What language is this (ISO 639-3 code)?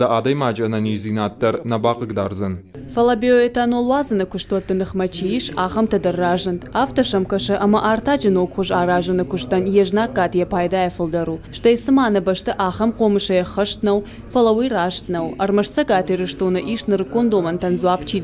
oss